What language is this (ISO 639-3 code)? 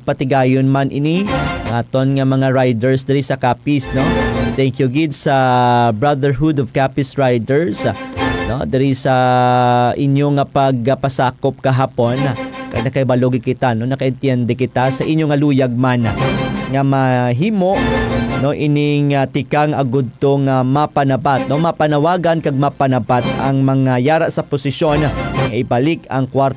hil